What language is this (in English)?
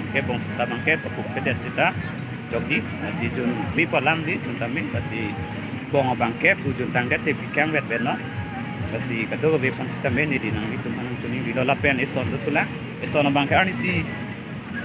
Karbi